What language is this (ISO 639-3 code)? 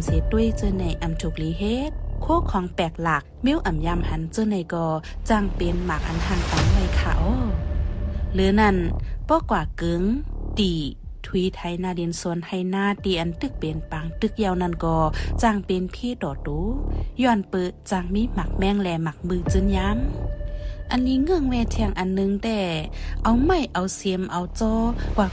shn